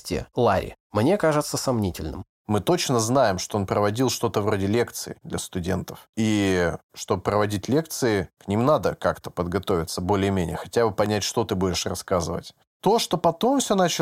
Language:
Russian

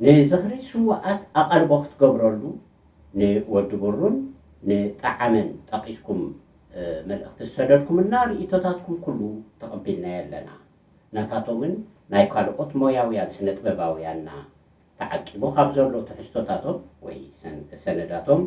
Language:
Tigrinya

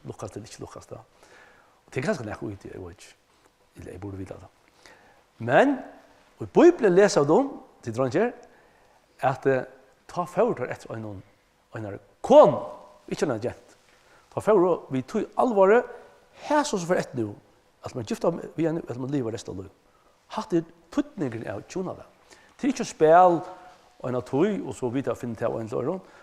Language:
Faroese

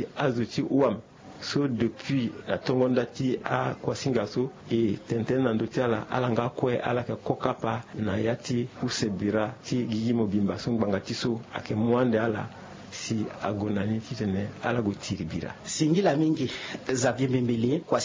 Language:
Sango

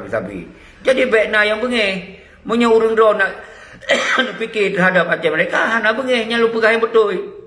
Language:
Achinese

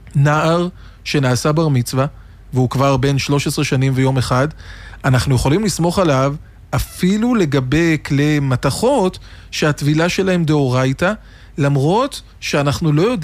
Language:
Hebrew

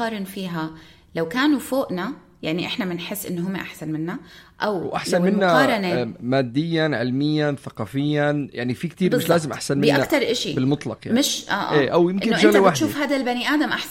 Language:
North Levantine Arabic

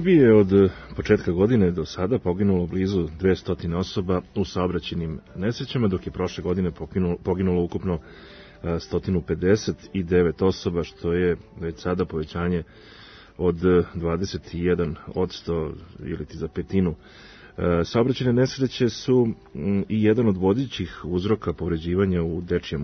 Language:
Serbian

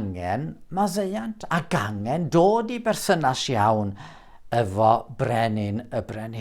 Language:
Welsh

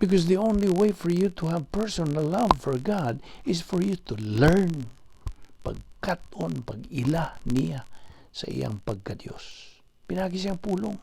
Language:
Cebuano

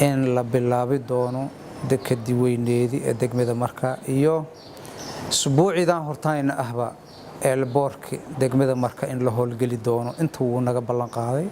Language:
Somali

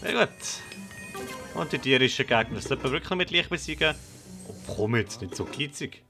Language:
Swiss German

